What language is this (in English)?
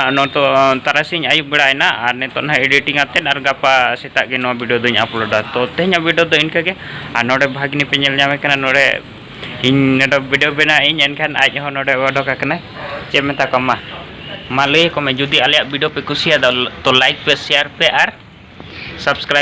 Santali